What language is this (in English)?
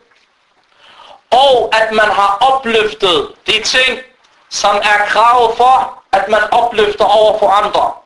Danish